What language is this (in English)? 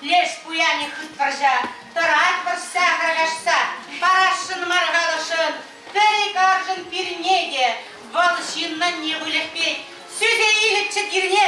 Chuvash